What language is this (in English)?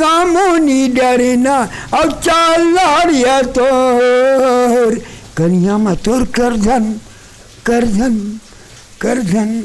Chhattisgarhi